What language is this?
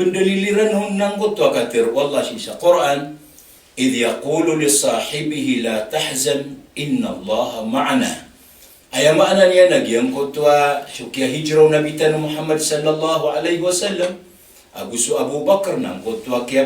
Maranao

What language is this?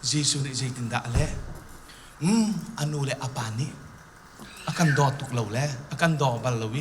Hakha Chin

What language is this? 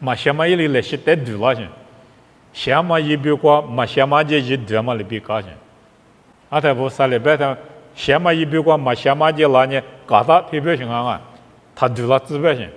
Lisu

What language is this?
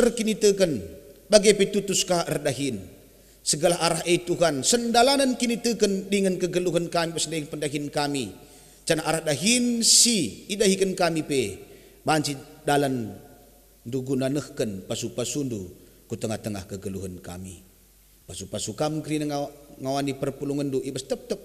Batak Karo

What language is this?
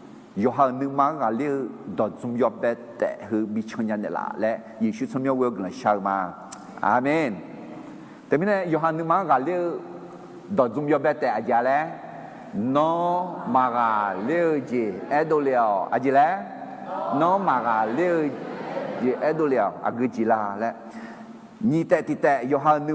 Akha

